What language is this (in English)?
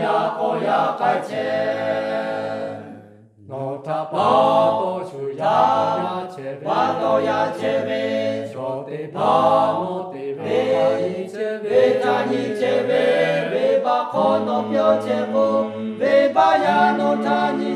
Lahu